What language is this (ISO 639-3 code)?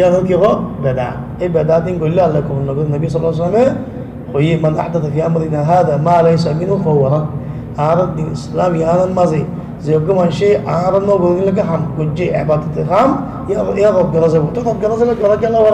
rhg